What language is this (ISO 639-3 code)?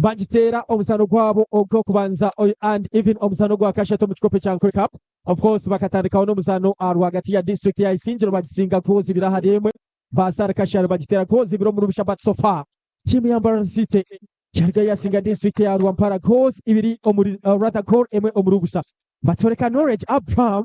nyn